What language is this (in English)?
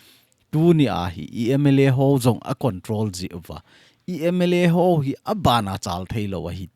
Thado Chin